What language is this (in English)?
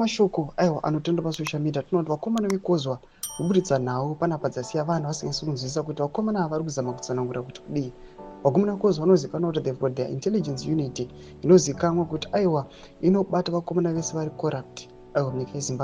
Shona